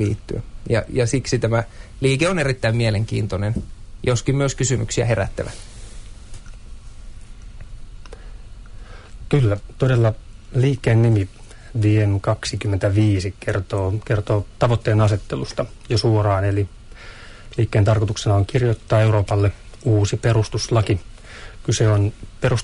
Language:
Finnish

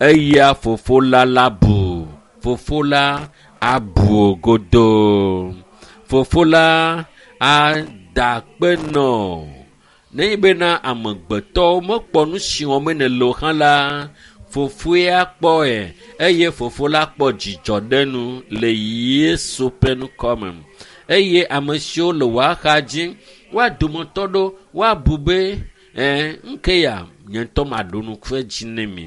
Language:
Ewe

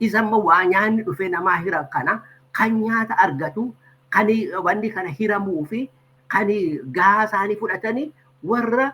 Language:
Oromo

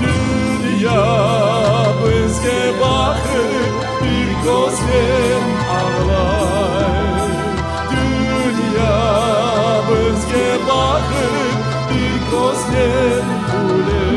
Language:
Crimean Tatar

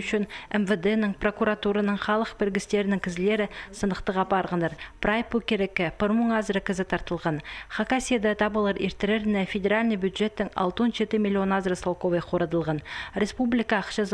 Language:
Khakas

